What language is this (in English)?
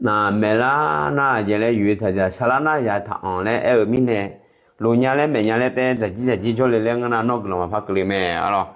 Akha